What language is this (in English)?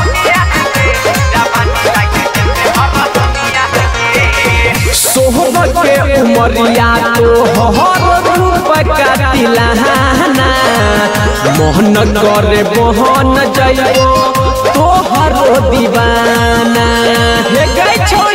Bhojpuri